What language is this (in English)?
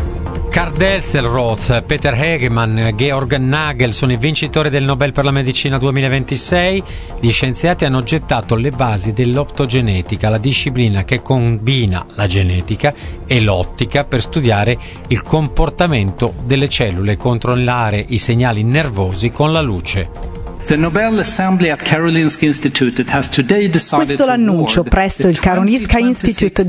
Italian